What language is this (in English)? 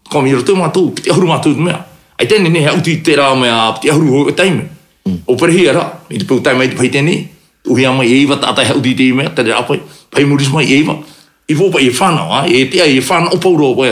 Tahitian